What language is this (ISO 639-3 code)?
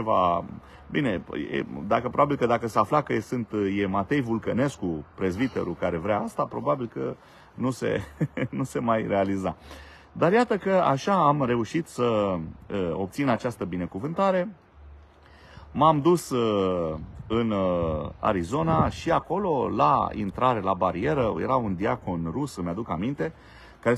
ron